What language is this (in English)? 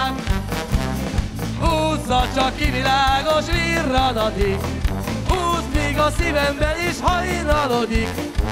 Hungarian